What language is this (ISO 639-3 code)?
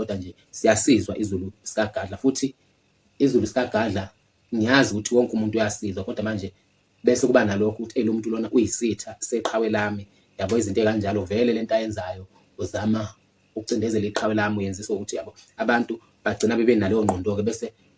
zul